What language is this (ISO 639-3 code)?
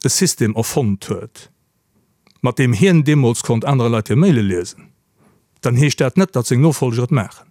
ltz